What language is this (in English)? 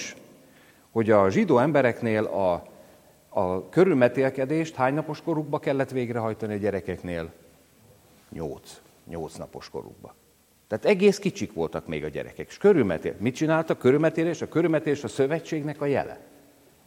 Hungarian